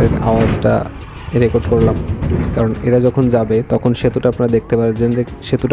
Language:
Bangla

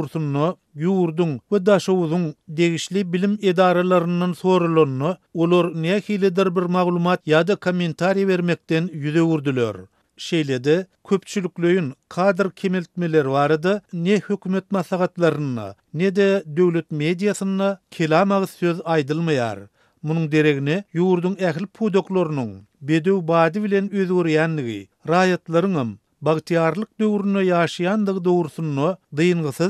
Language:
Turkmen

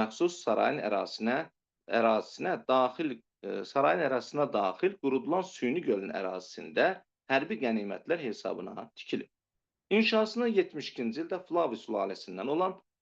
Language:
Azerbaijani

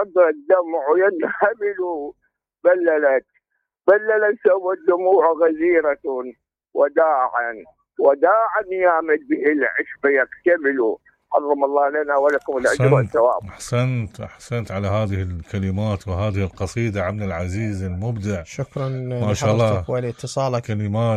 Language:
Mesopotamian Arabic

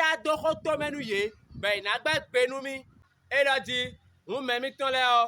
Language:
Fon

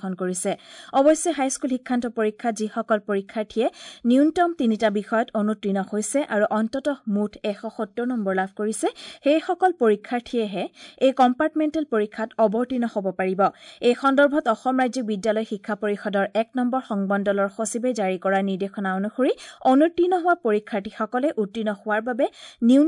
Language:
Assamese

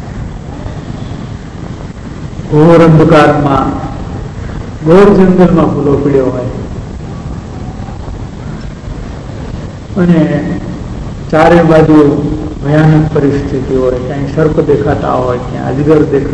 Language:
Gujarati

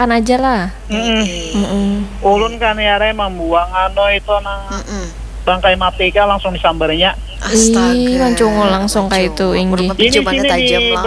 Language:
Banjar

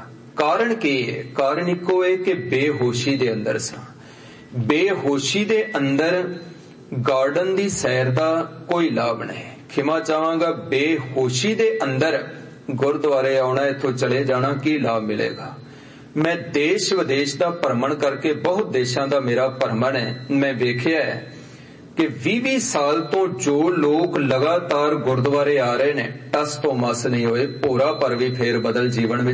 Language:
Punjabi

